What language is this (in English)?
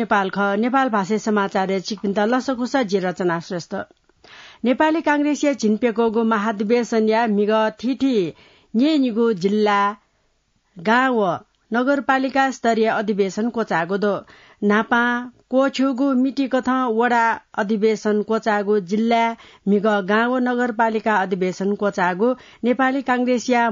Newari